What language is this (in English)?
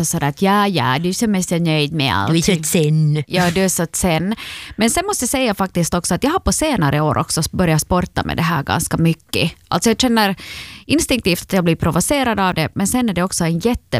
Swedish